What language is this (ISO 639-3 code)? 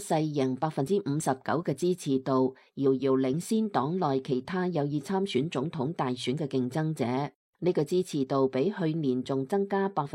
yue